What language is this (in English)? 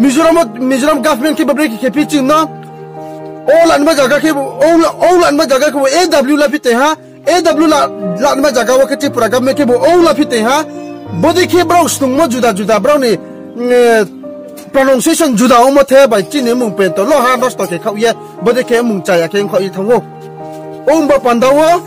Riang (India)